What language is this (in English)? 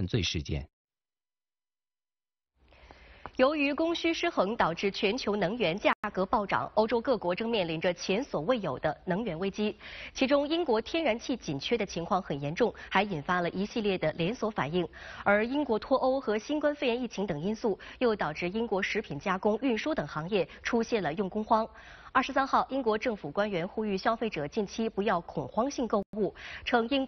Chinese